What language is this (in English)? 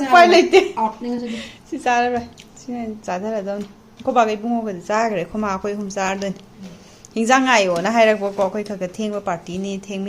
Manipuri